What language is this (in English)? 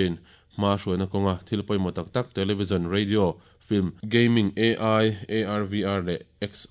Mizo